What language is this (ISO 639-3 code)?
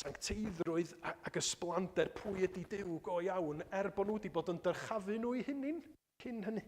cym